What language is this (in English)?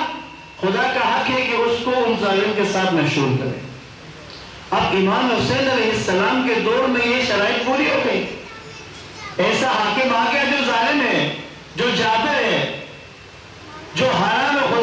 Urdu